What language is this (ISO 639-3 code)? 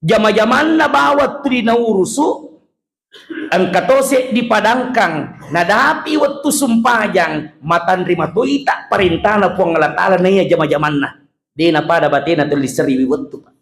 bug